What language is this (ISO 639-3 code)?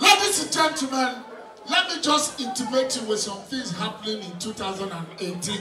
pcm